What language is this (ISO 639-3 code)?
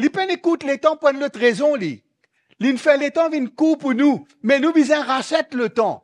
mfe